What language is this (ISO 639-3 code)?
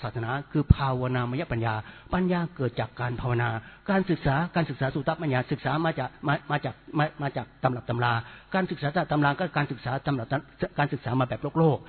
tha